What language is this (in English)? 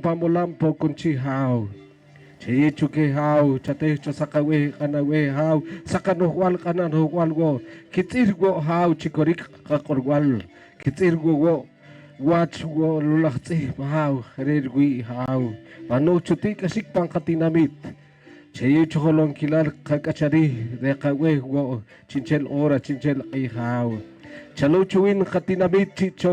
Poqomchi'